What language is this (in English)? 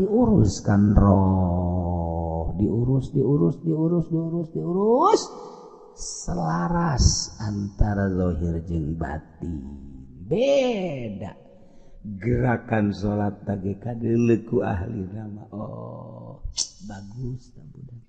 Sundanese